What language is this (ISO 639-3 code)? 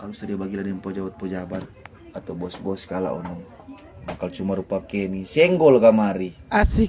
xmm